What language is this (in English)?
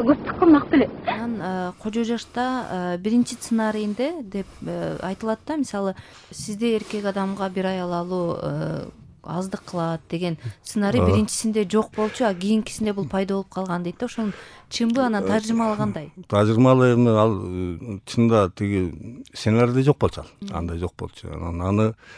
Kyrgyz